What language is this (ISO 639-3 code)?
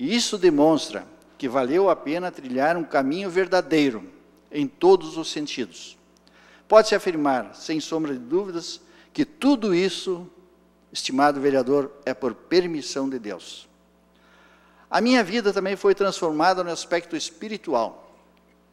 por